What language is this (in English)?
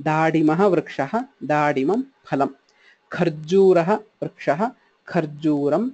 Sanskrit